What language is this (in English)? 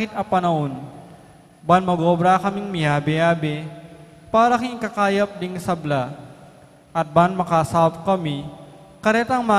Pampanga